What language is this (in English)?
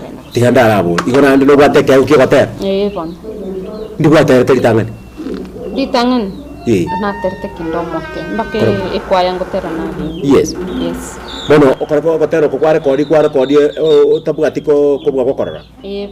Gusii